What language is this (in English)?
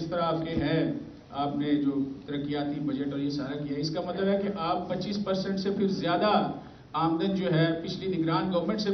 Urdu